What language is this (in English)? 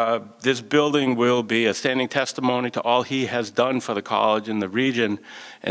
English